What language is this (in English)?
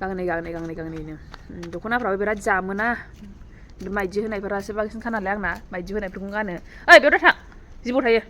Bodo